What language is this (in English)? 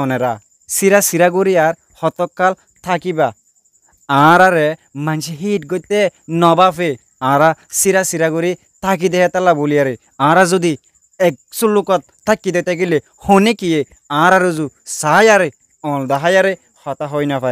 Rohingya